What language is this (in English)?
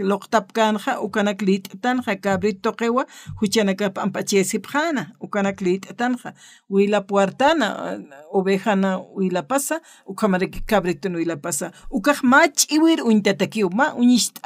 Aymara